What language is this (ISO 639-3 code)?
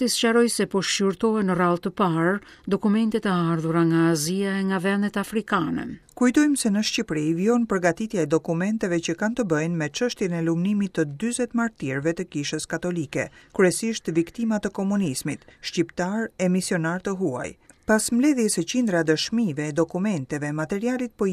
sqi